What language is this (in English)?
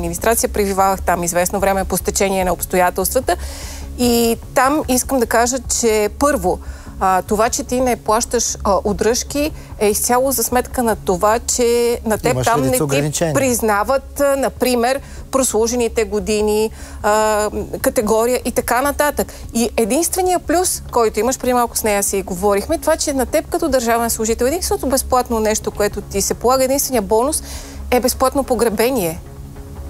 Bulgarian